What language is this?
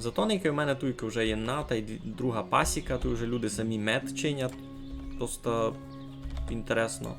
Rusyn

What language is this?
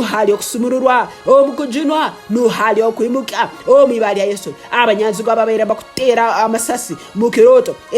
Tooro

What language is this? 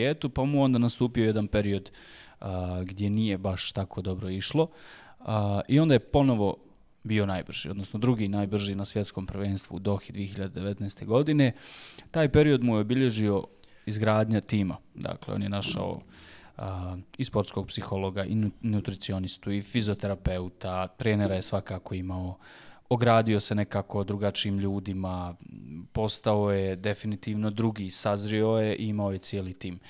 Bosnian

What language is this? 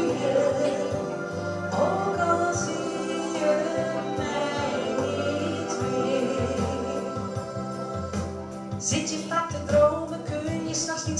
Dutch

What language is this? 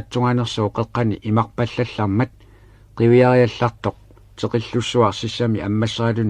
Kalaallisut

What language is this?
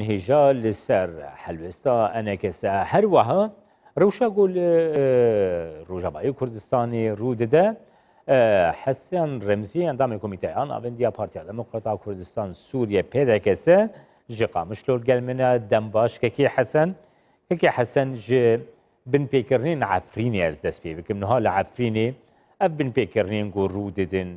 Kurdish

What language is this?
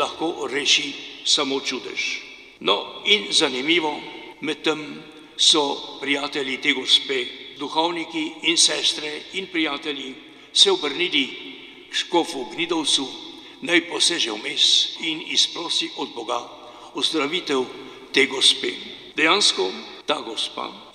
Slovenian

